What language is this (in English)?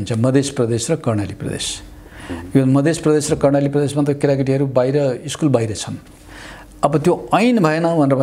Nepali